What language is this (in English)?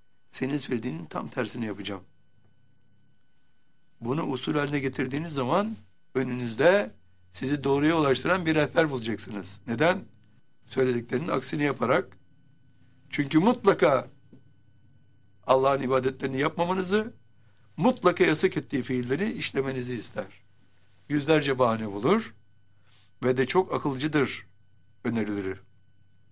Turkish